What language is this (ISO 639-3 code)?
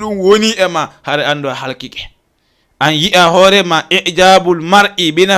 ful